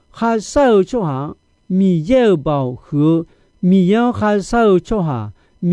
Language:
Akha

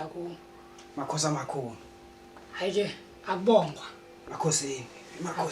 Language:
Zulu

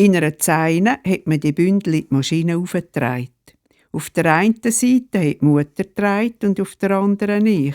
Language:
Swiss German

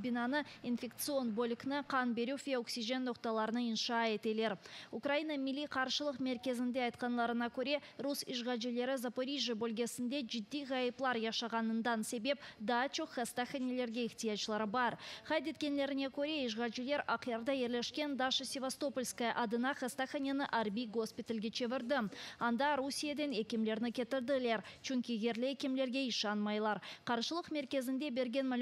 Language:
Crimean Tatar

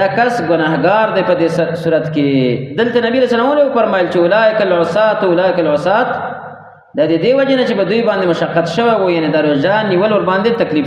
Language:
Pashto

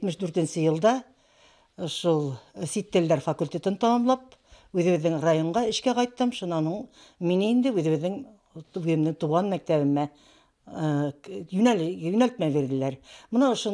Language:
Bashkir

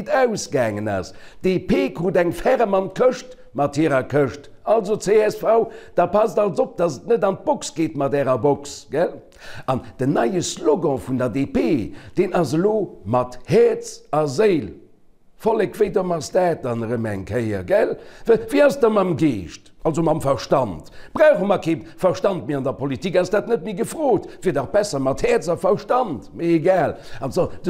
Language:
Luxembourgish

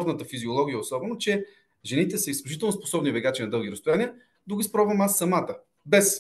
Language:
Bulgarian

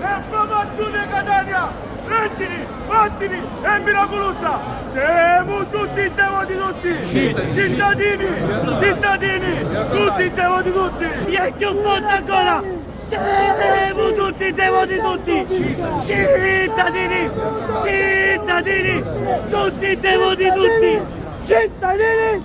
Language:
Sicilian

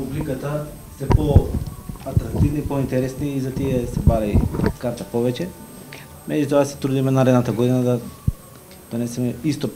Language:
Macedonian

